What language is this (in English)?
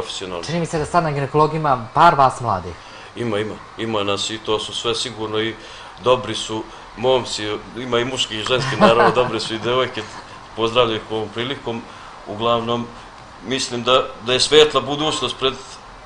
Serbian